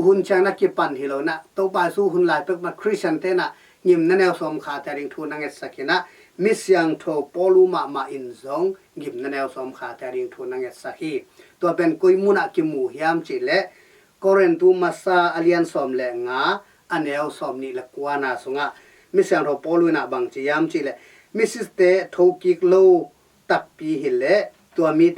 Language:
Tedim Chin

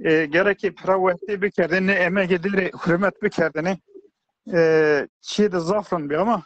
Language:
Zaza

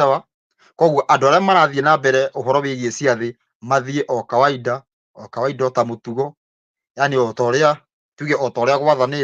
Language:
Kikuyu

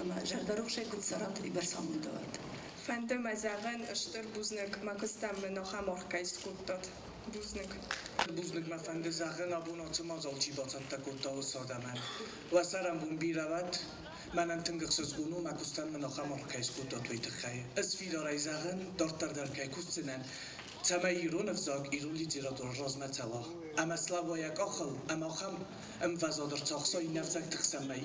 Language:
Ossetic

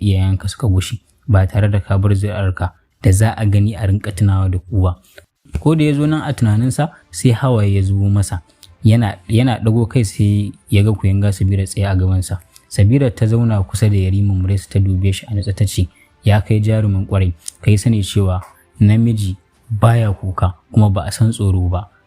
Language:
Hausa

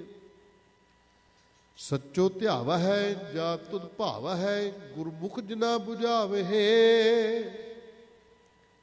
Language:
Punjabi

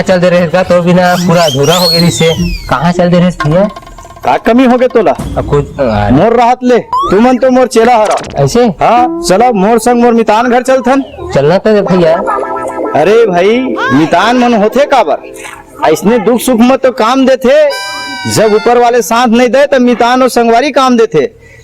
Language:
Chhattisgarhi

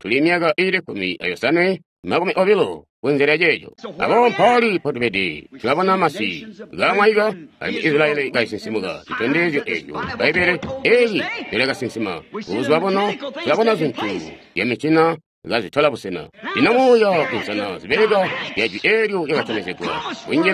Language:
Tonga (Zambia)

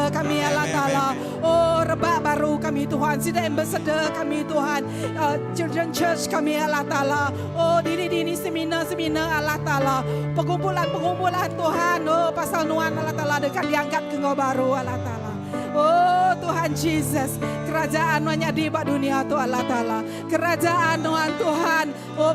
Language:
Iban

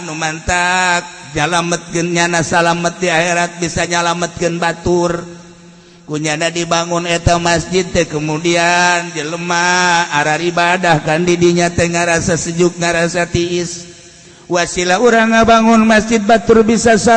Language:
Sundanese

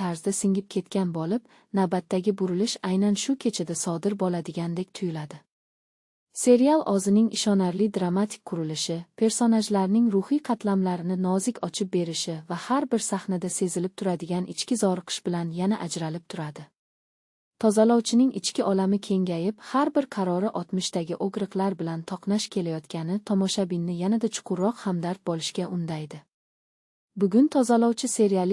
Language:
Uzbek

